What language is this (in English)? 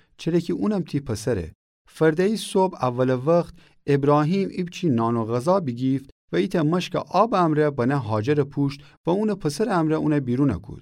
Gilaki